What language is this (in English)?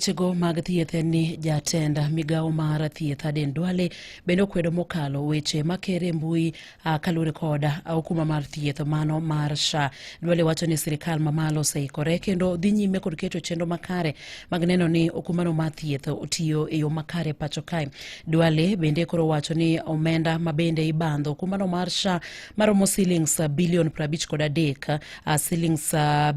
Luo (Kenya and Tanzania)